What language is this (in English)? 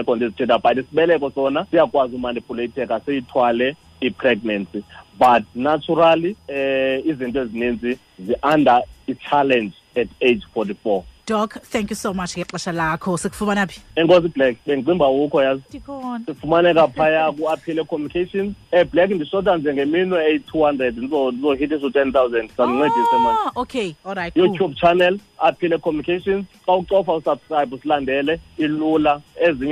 Xhosa